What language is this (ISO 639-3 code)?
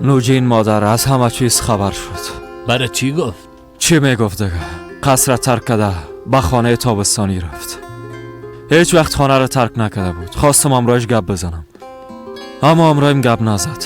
fas